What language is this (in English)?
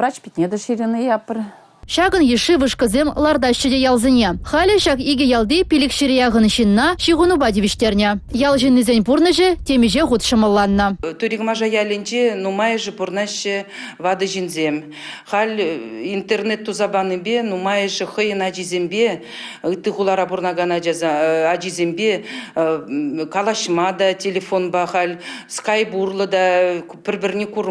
Chuvash